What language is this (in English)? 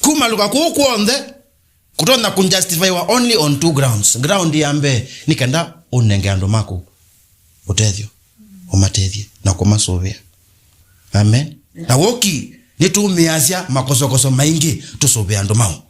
Kamba